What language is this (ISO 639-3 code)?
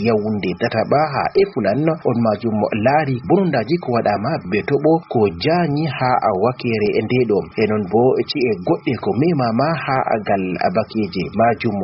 ful